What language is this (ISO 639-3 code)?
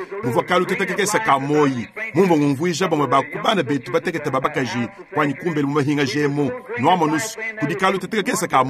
lua